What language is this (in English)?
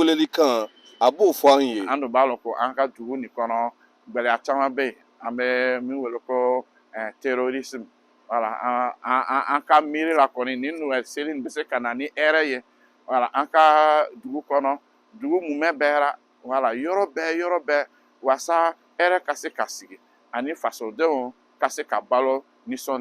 Bambara